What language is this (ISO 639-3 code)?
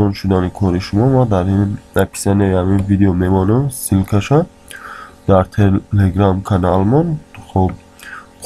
tgk